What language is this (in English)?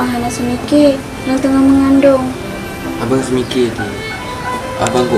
Achinese